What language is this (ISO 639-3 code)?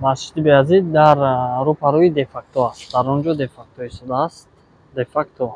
tgk